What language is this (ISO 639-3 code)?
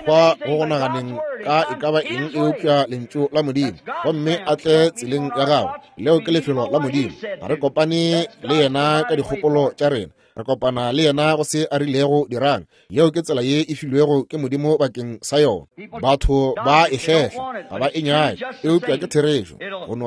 nso